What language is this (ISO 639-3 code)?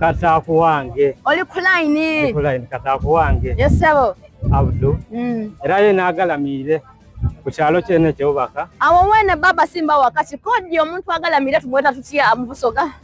xog